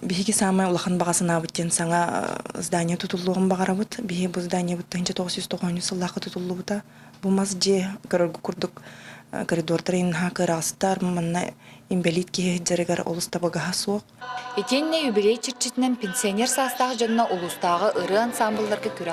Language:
Yakut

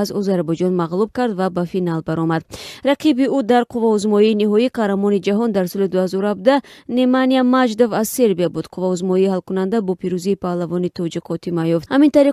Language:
Tajik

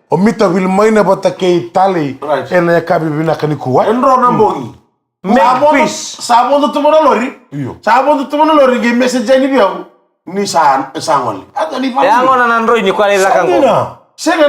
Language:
Fijian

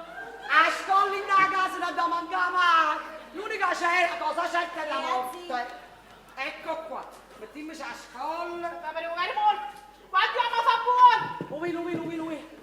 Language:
Neapolitan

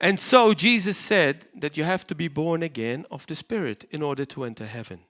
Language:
English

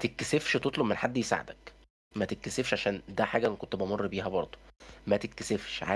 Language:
Egyptian Arabic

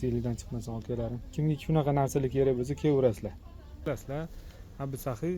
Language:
Uzbek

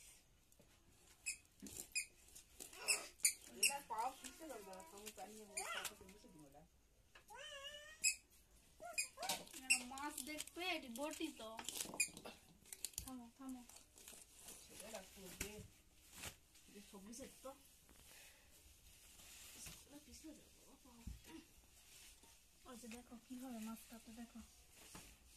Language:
Bangla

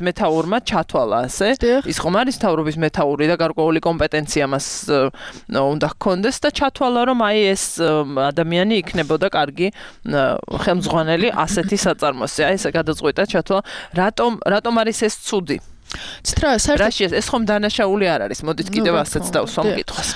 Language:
Georgian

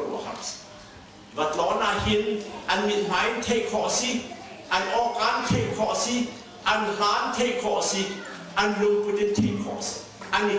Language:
Hakha Chin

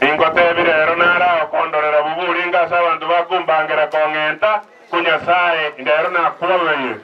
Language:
Gusii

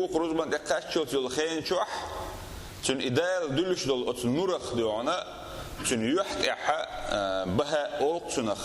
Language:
Chechen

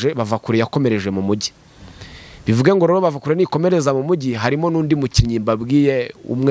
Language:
Kinyarwanda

